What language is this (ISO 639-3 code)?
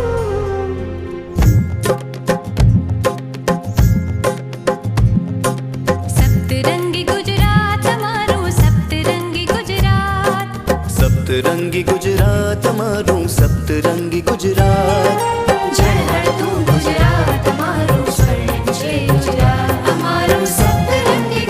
guj